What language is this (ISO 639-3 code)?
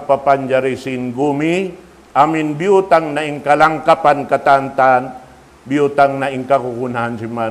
tsg